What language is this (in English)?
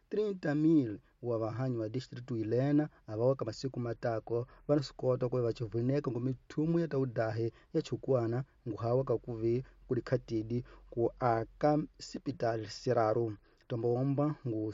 Tsonga